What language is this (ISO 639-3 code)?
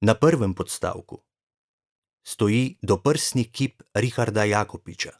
slv